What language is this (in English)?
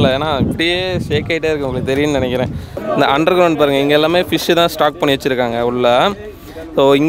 Tamil